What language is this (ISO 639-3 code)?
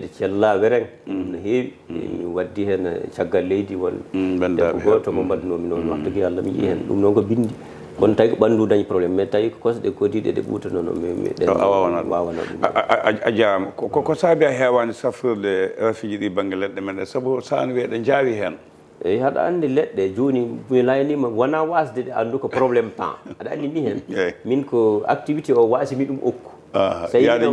ful